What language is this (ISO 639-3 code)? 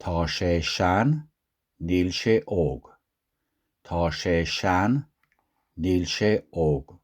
gle